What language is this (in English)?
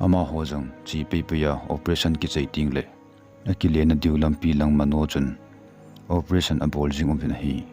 Thado Chin